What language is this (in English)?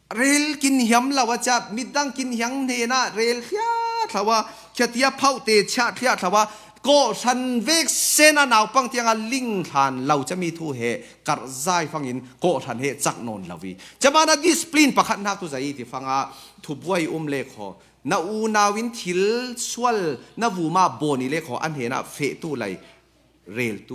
Falam Chin